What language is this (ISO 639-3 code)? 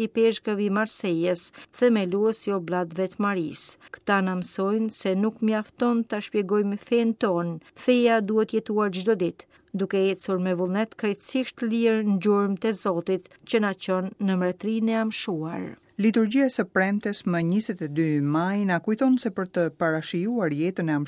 sqi